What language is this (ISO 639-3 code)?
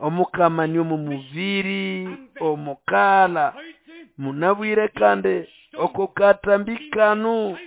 nnb